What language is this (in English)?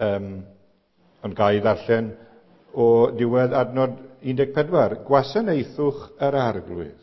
Welsh